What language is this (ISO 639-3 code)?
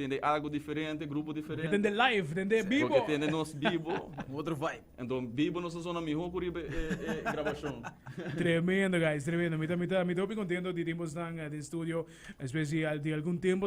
pap